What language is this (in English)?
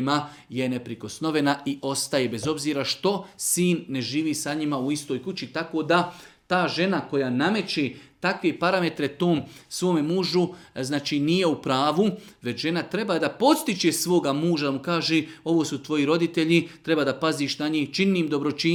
Serbian